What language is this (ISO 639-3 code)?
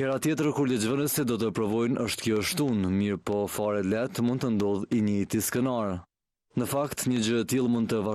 sqi